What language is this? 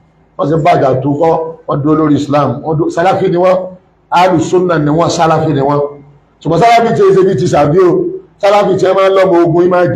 Yoruba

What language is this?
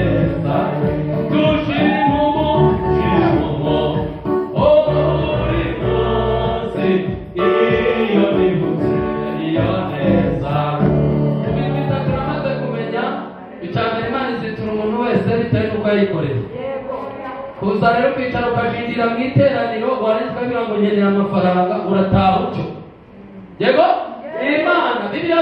Kinyarwanda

